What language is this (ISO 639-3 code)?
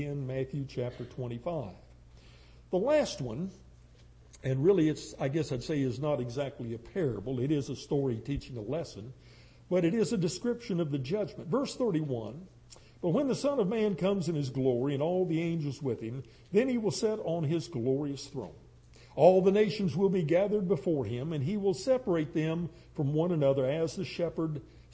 eng